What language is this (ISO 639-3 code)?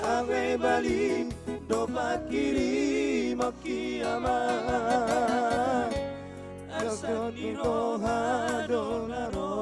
bbc